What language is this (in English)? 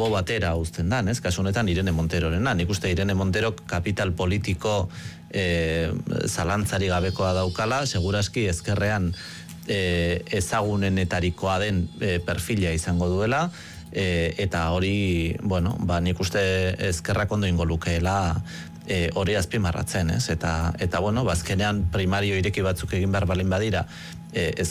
Basque